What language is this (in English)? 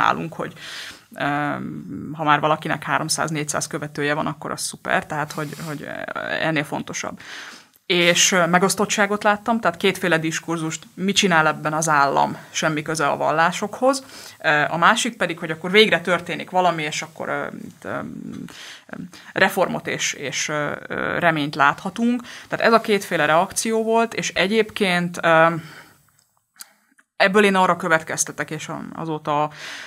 Hungarian